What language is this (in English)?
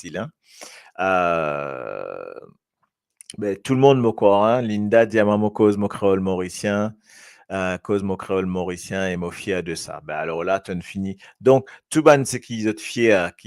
Morisyen